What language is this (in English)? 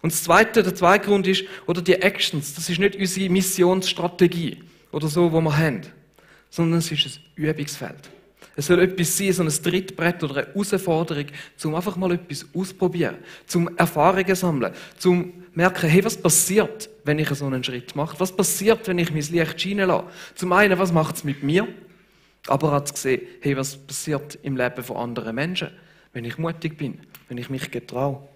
Swiss German